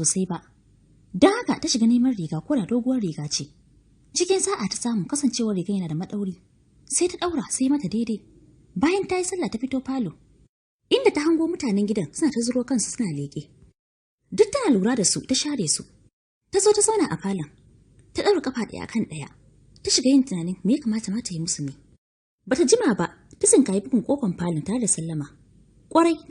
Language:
Hausa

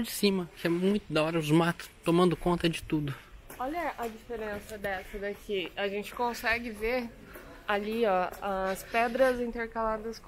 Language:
Portuguese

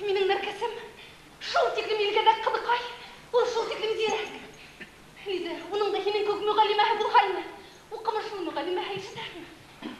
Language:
Bashkir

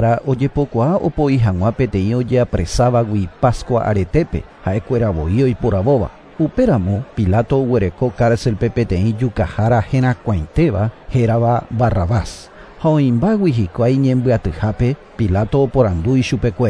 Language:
Guarani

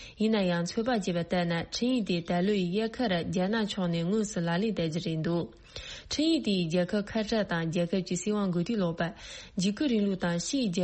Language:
Tibetan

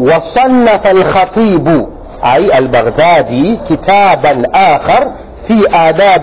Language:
Swahili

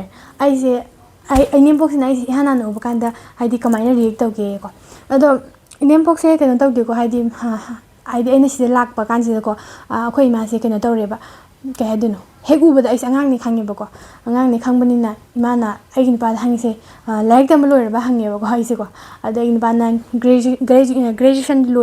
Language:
Manipuri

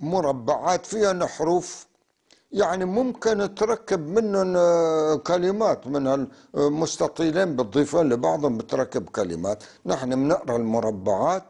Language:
North Levantine Arabic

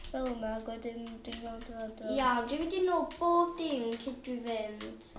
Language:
Welsh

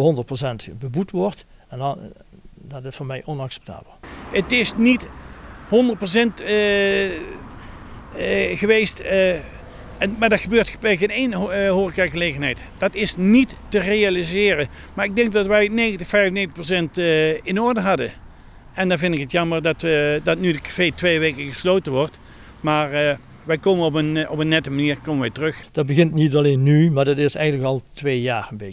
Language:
Dutch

